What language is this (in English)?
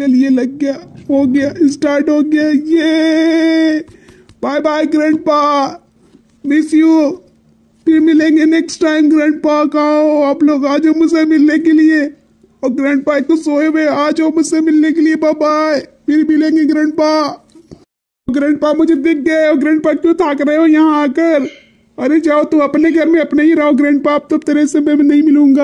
Hindi